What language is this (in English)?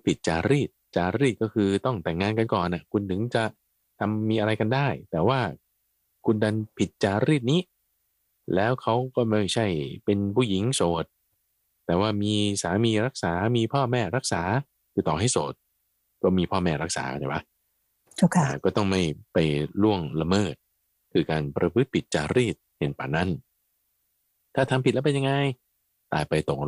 Thai